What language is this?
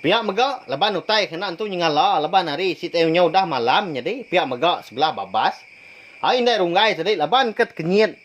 Iban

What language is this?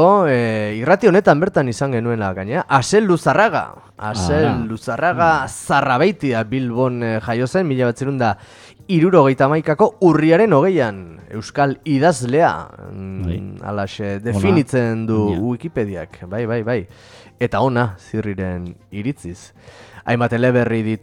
Basque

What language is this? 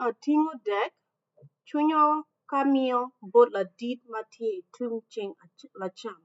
Acoli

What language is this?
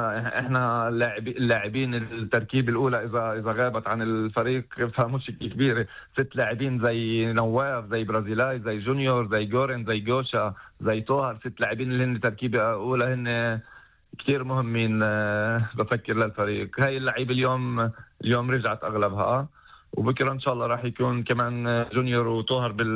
North Levantine Arabic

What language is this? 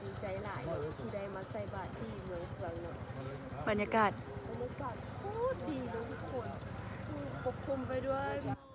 Lao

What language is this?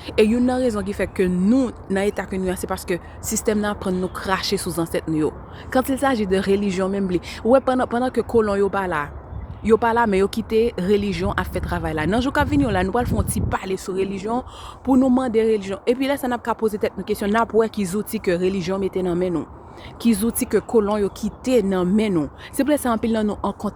Haitian Creole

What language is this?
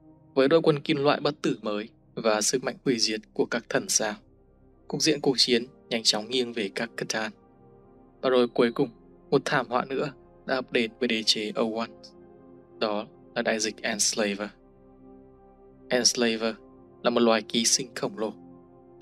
Vietnamese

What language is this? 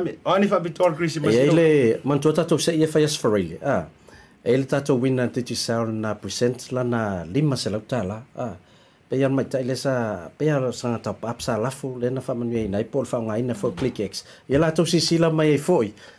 Samoan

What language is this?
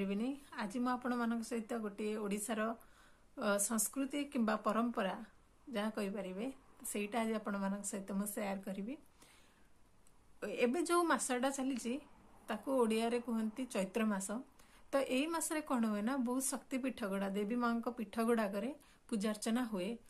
Odia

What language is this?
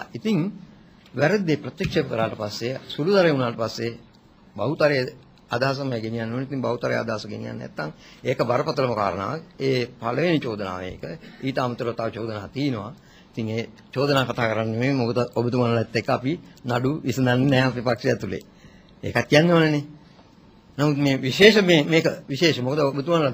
Sinhala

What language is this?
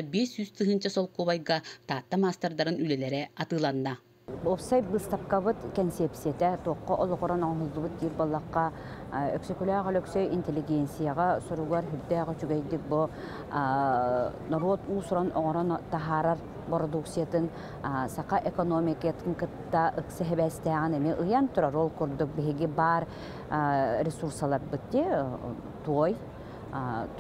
Yakut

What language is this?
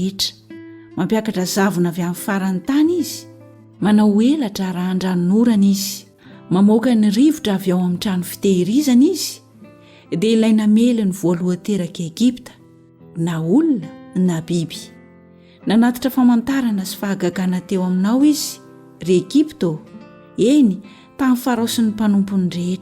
Malagasy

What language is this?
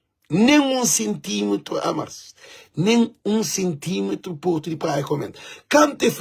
Kabuverdianu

